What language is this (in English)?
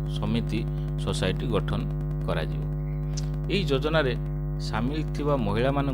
Odia